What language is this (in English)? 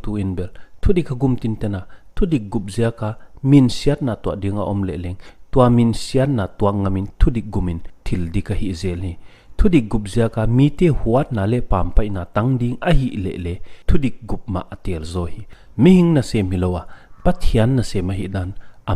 Paite Chin